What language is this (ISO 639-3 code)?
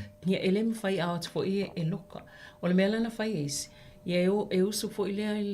smo